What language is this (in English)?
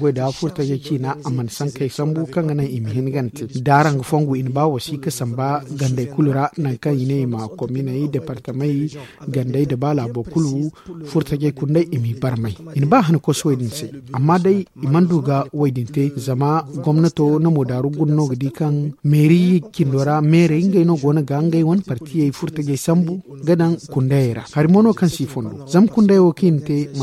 Zarma